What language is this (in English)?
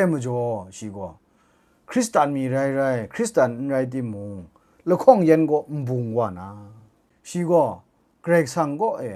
Kachin